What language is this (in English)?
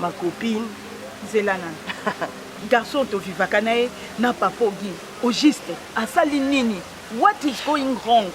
Lingala